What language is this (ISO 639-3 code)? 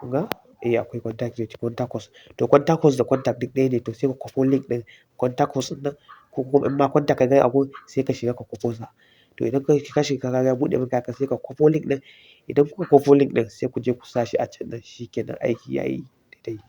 hau